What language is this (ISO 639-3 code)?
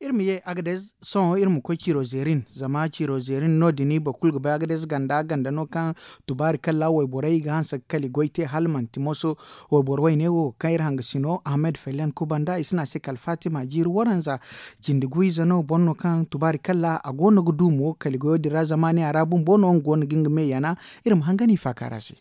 dje